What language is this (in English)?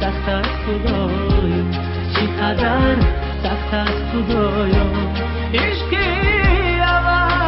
Tajik